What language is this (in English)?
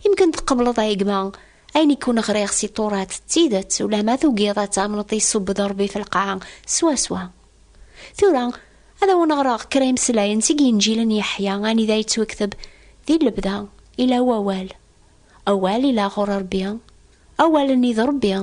Kabyle